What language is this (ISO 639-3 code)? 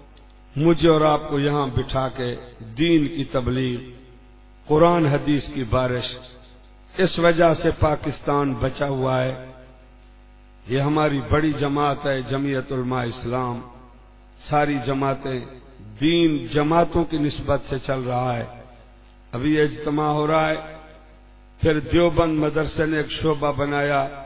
urd